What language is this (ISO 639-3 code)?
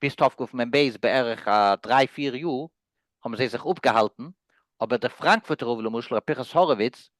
yid